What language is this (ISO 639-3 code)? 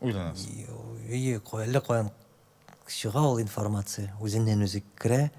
tat